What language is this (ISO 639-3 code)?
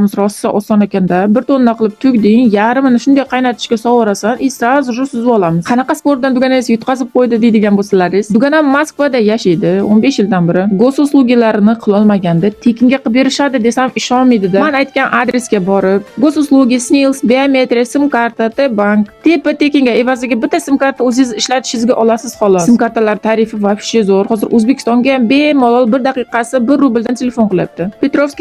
uzb